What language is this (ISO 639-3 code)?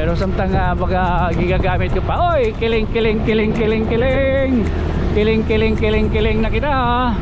war